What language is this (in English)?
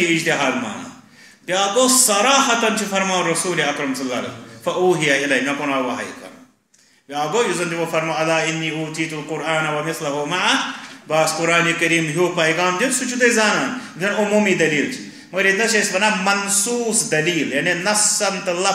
Kashmiri